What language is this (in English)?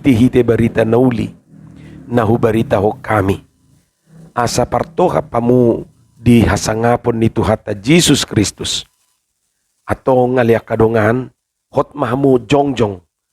Batak Toba